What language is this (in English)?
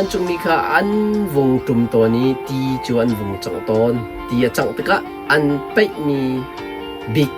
Hakha Chin